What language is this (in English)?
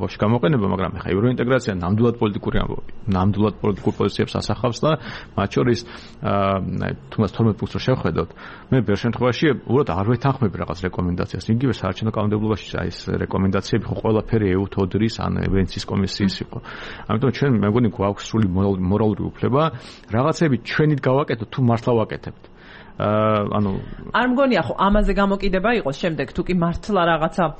Georgian